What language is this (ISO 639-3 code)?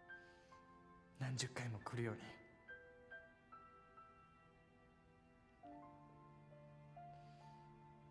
jpn